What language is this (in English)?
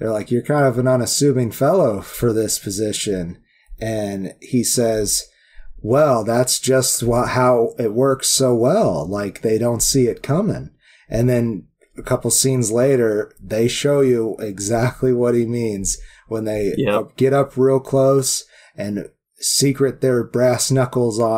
English